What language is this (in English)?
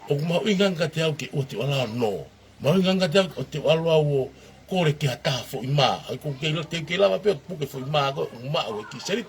Tongan